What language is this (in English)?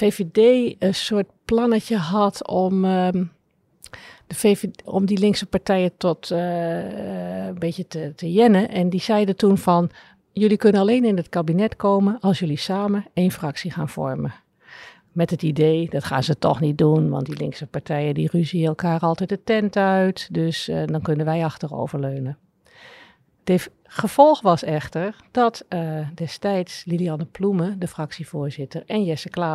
Dutch